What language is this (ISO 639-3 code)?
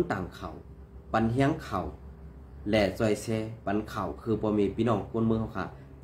shn